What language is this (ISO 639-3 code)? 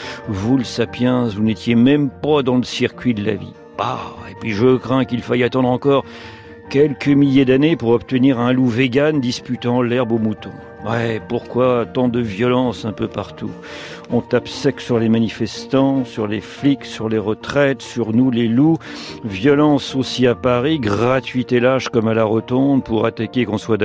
fra